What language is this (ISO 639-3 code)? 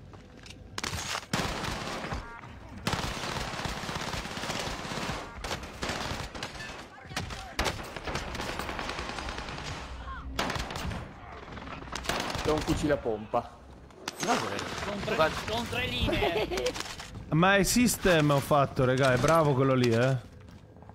ita